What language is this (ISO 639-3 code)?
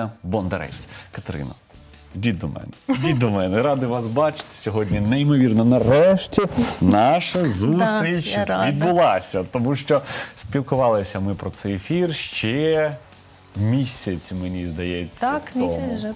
ukr